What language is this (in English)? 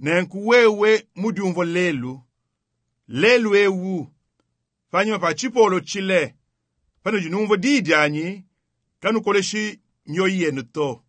Luba-Lulua